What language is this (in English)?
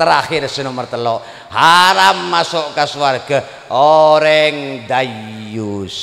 Madurese